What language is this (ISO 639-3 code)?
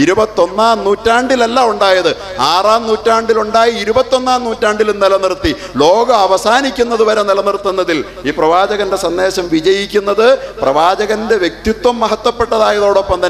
mal